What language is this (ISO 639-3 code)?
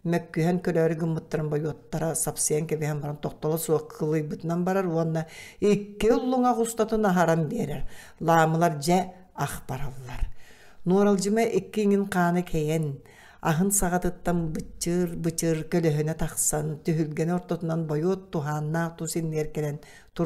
sah